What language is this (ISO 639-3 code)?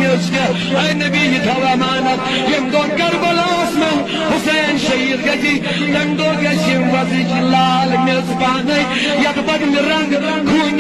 kas